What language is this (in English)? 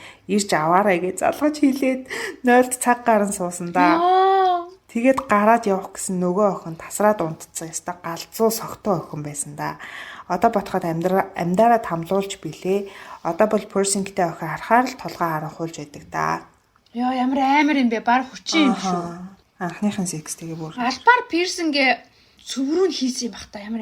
Mongolian